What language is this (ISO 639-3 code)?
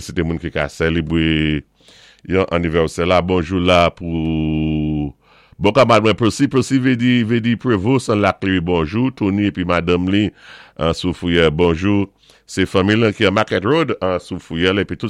acf